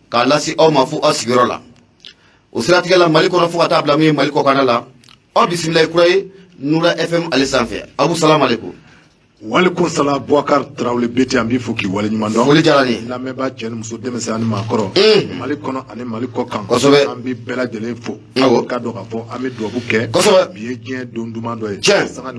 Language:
Bambara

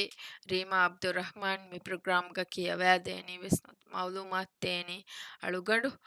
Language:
Divehi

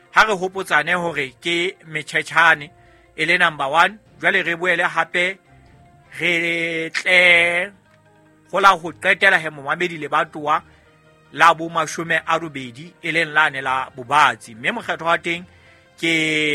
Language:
Southern Sotho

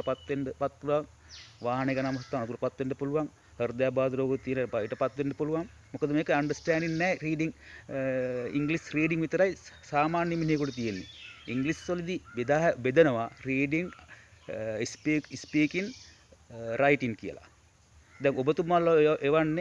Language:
Sinhala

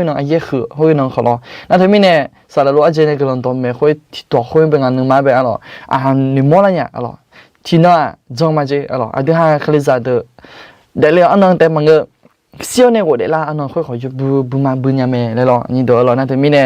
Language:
Akha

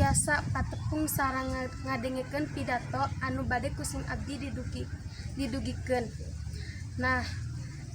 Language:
Sundanese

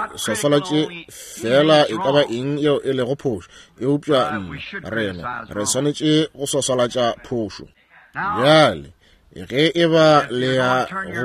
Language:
Northern Sotho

